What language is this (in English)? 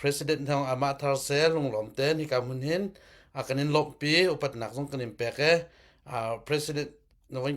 Hakha Chin